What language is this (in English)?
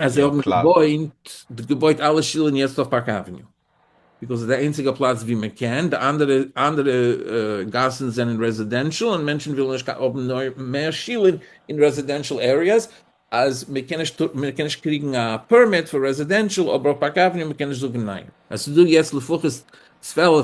Yiddish